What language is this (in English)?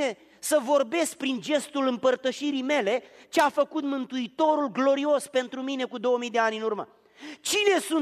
Romanian